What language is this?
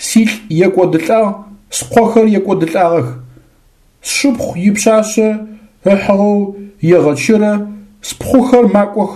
Adyghe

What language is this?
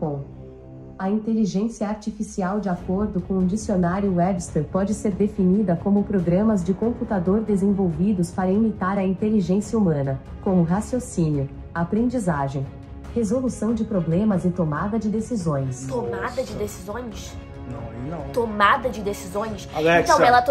Portuguese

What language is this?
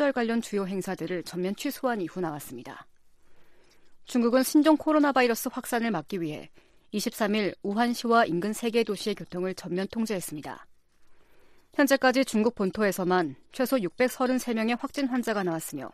Korean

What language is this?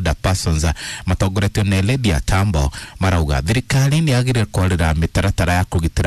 Kikuyu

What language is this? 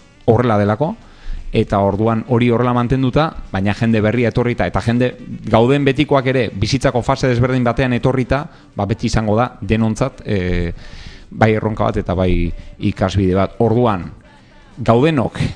Basque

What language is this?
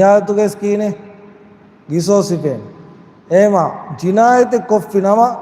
Divehi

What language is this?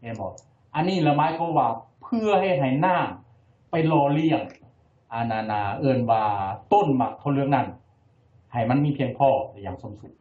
Lao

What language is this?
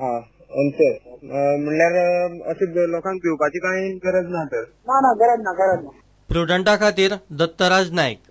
Konkani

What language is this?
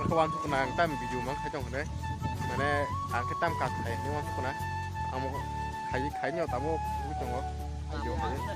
Kok Borok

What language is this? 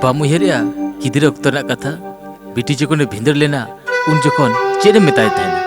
Santali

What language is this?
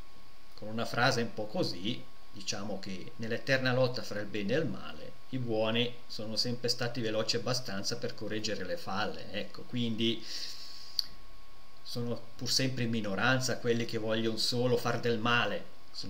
Italian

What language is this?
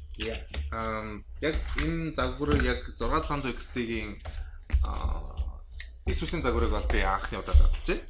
Mongolian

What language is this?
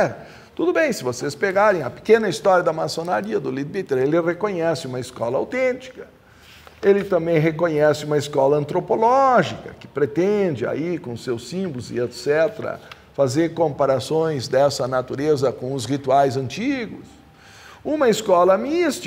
Portuguese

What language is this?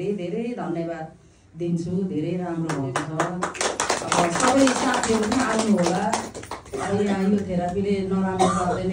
Nepali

